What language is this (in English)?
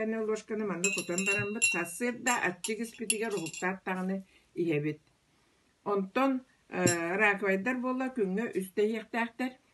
Yakut